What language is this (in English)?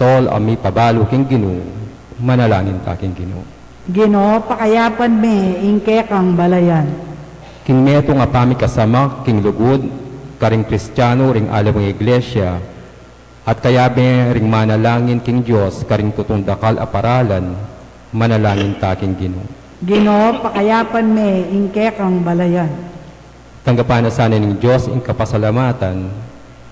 Pampanga